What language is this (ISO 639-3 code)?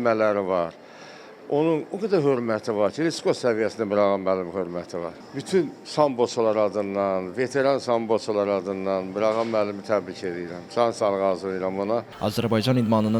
aze